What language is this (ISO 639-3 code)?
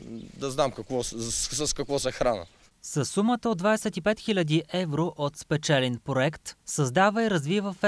bul